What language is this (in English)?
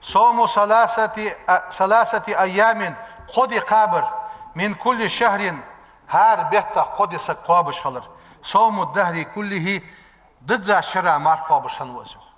Ingush